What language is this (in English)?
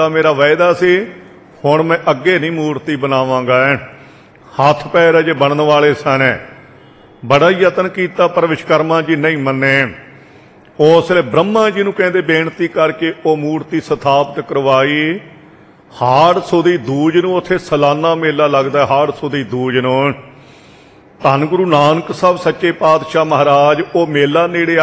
Punjabi